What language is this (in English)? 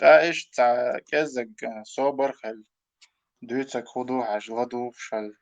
Chechen